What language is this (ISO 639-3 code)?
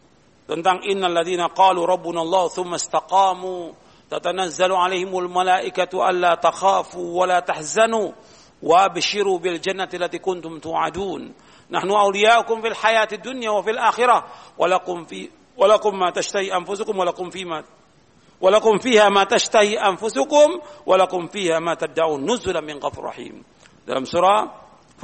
ind